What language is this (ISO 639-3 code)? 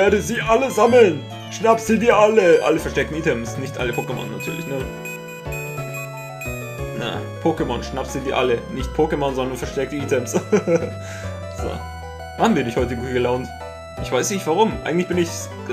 deu